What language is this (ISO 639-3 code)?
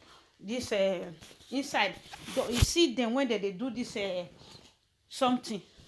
pcm